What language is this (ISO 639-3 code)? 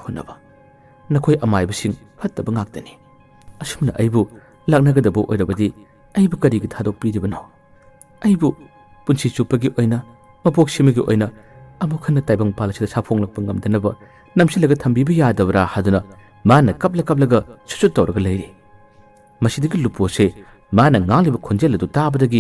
mni